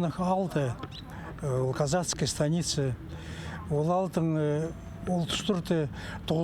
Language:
Khakas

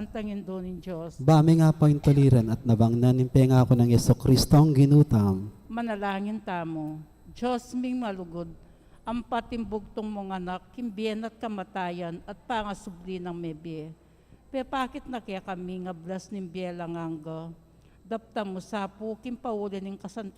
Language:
Pampanga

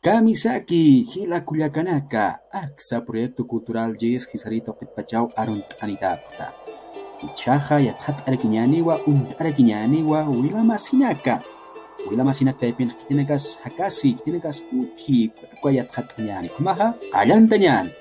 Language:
Aymara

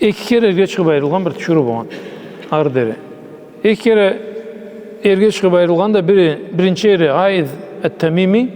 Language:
Karachay-Balkar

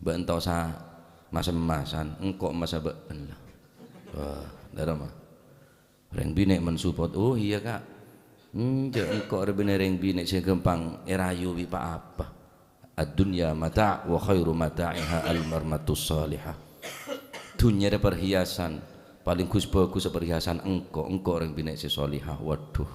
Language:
Madurese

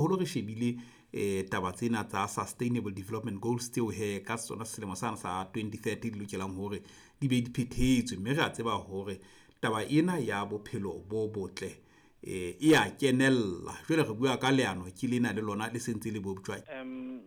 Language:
Southern Sotho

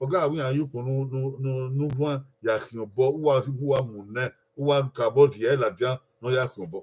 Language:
Bini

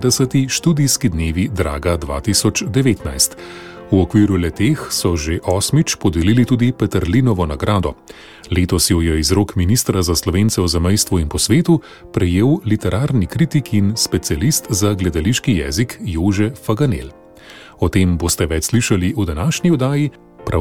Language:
Slovenian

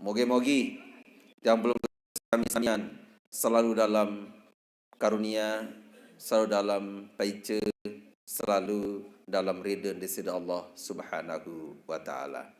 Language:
Sasak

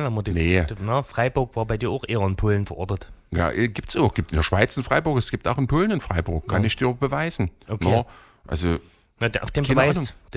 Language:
German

